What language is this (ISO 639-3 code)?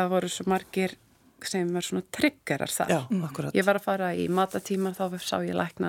isl